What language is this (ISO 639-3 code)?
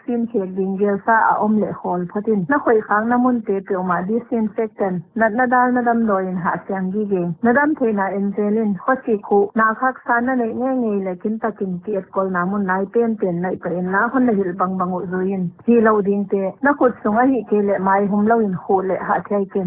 pck